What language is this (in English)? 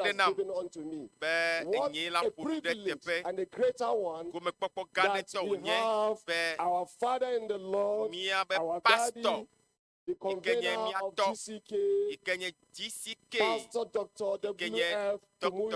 Ewe